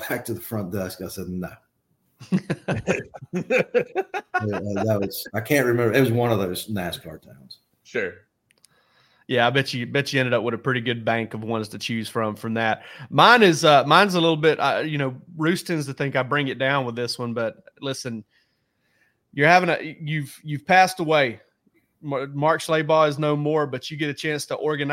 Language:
English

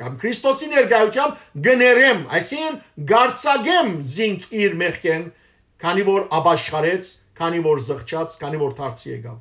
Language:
Western Armenian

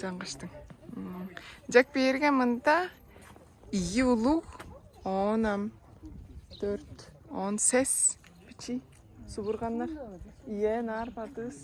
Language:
Tuvinian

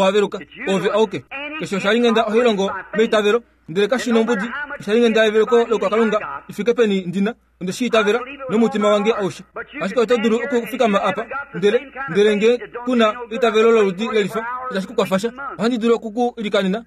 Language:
Kuanyama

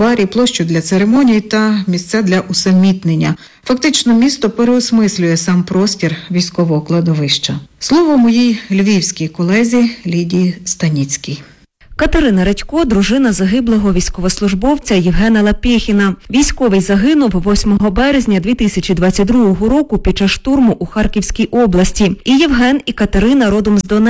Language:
Ukrainian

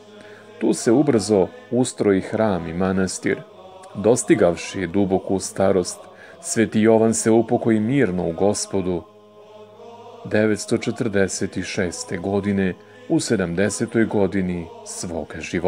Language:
Serbian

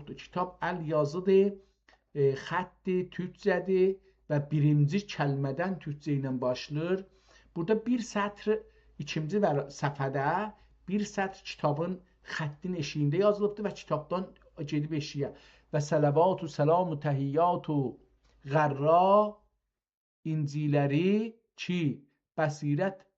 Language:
South Azerbaijani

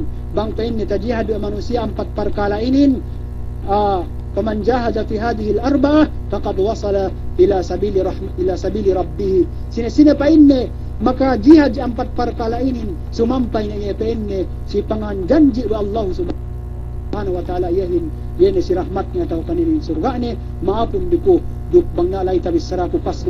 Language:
Yakan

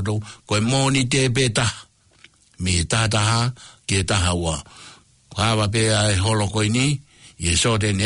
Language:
Tongan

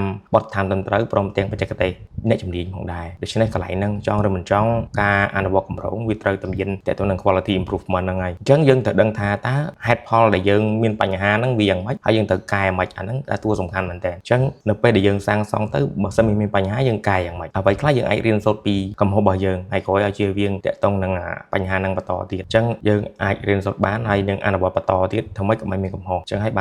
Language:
Khmer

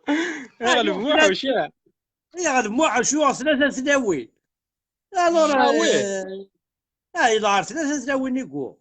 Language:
Kabyle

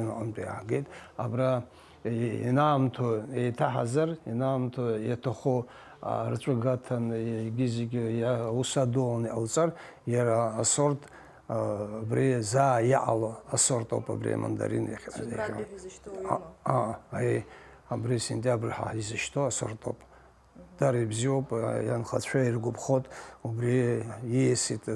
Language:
Abkhazian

